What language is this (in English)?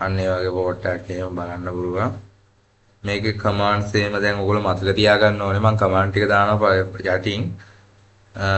Sinhala